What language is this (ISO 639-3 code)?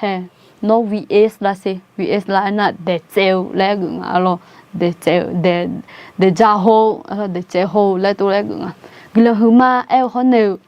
ahk